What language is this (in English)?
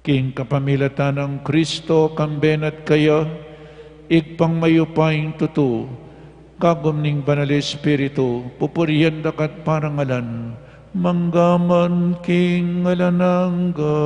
Pampanga